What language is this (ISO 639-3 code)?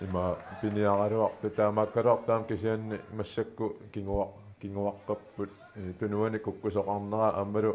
kal